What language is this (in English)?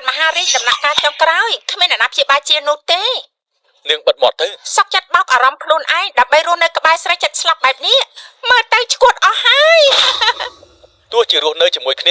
Khmer